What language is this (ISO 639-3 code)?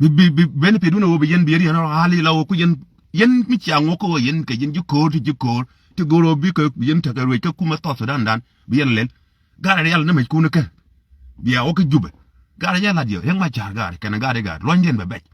nus